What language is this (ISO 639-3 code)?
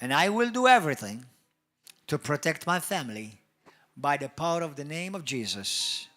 eng